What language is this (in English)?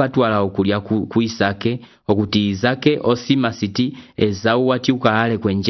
Umbundu